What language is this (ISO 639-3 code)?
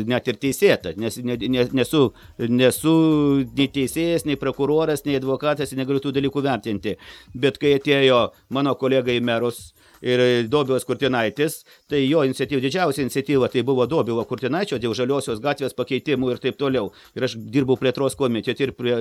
lit